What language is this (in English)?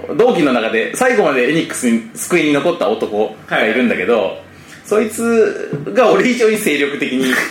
Japanese